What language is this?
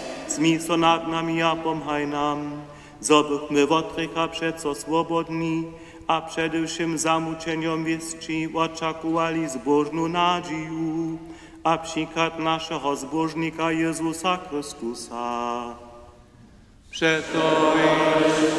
Upper Sorbian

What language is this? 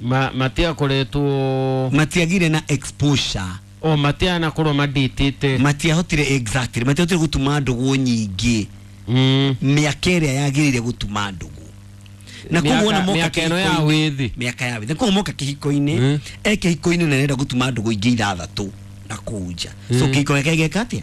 Kikuyu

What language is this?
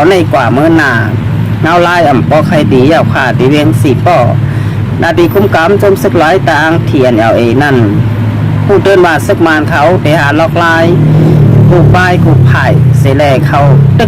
Shan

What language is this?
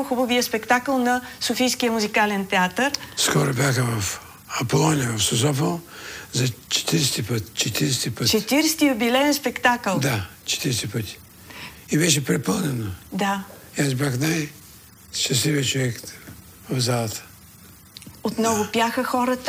Bulgarian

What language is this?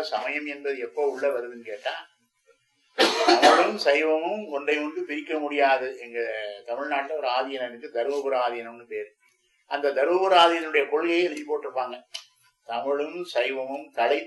Tamil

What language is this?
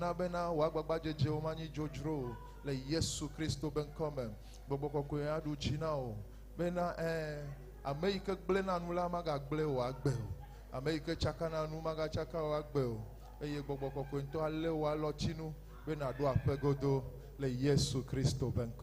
Ewe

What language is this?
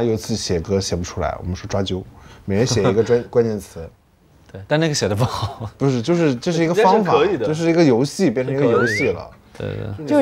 Chinese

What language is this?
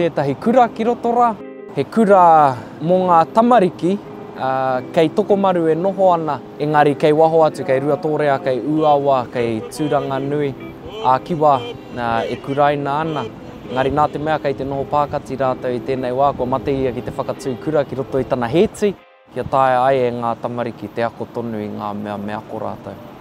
Māori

